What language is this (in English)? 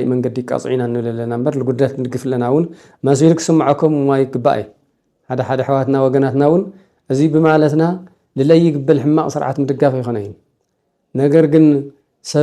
Tigrinya